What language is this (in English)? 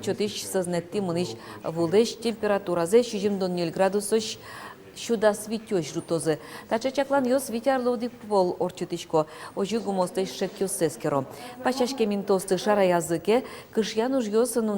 Udmurt